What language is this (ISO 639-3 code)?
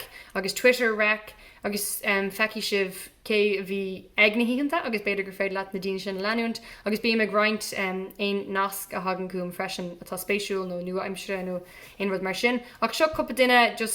gle